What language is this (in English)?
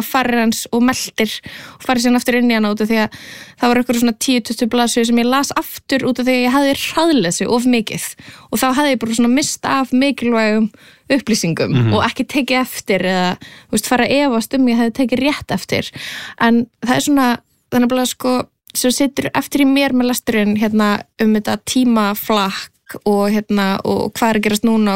Icelandic